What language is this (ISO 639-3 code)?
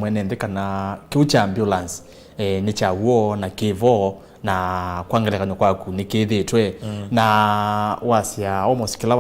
kam